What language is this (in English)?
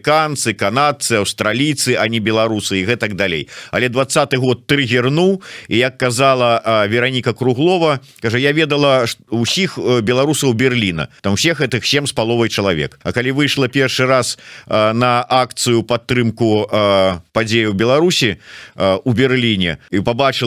Belarusian